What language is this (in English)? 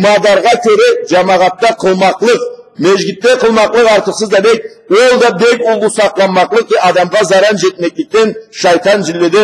Karachay-Balkar